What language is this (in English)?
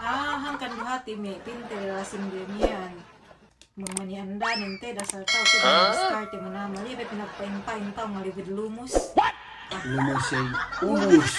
Yakan